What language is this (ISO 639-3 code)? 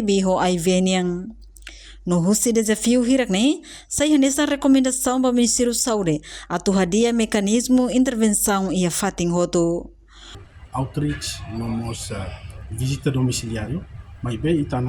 tet